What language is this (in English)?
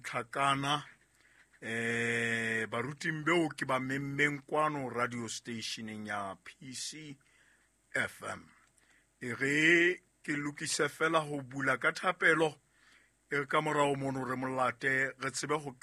Southern Sotho